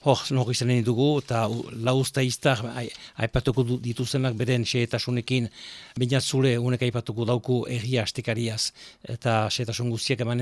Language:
Basque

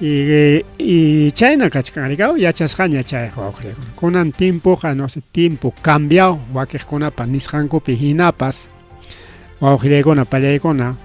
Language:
Ayacucho Quechua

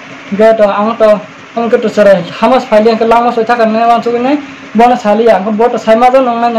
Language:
Kok Borok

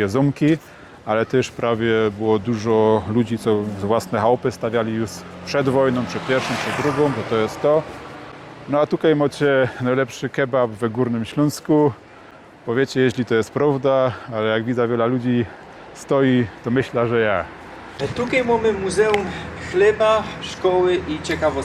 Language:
Silesian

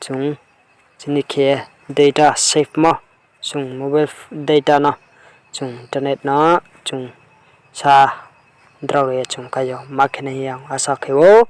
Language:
Riang (India)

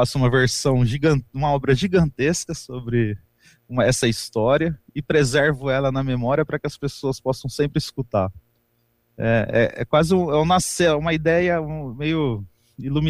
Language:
Portuguese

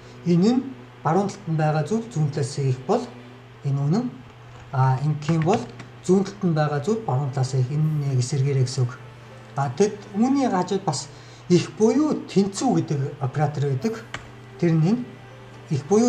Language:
Mongolian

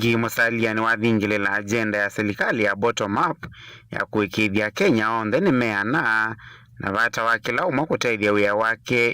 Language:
Kamba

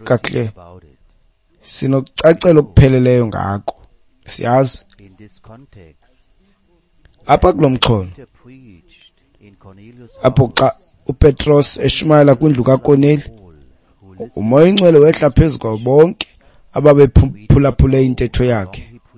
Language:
Xhosa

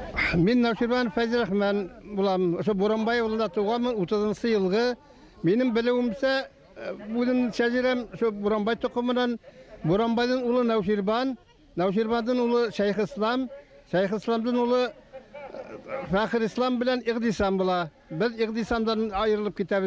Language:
Bashkir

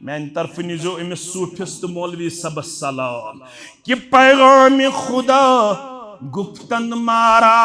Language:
Kashmiri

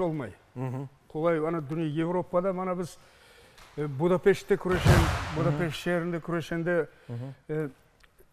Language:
Crimean Tatar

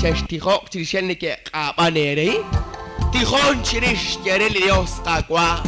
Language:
Kekchí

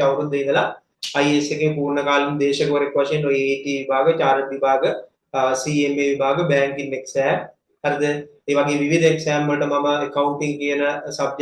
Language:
Sinhala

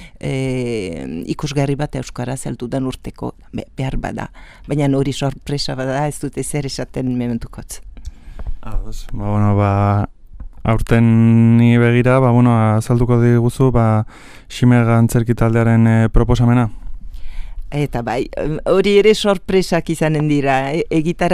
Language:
Basque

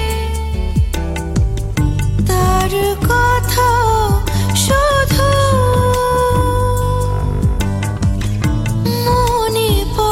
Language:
Bangla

